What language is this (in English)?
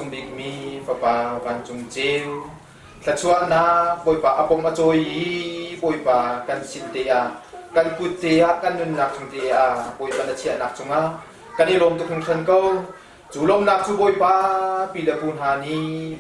Hakha Chin